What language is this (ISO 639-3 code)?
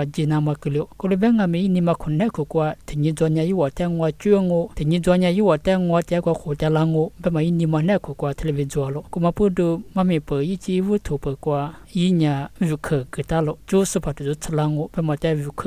lis